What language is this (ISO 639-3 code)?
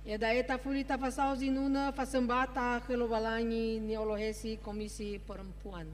nia